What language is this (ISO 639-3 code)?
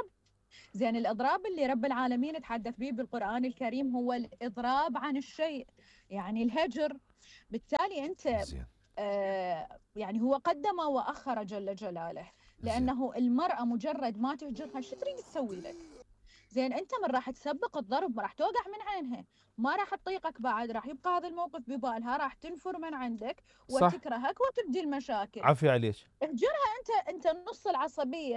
acm